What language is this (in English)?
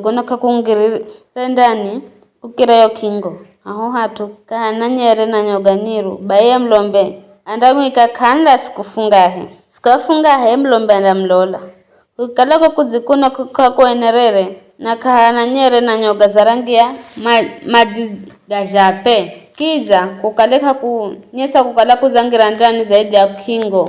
Giryama